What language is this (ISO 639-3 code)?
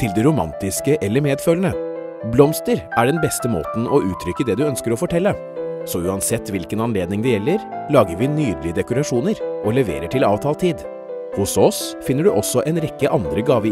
nor